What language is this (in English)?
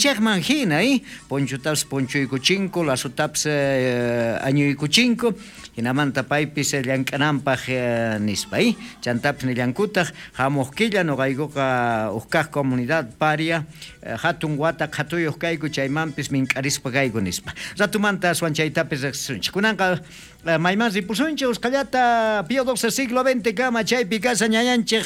South Bolivian Quechua